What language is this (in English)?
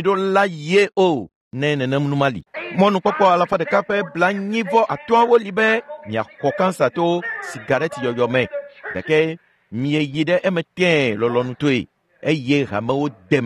Ewe